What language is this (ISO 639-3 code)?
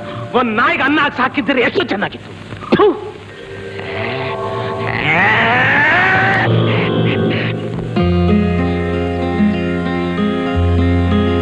kan